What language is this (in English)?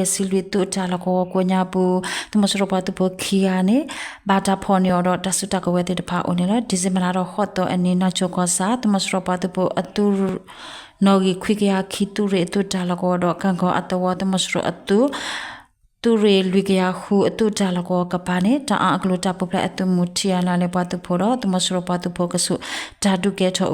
S'gaw Karen